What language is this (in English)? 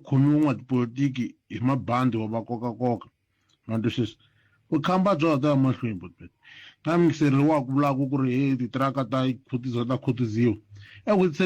Tsonga